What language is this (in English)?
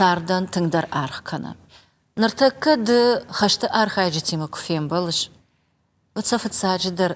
Ossetic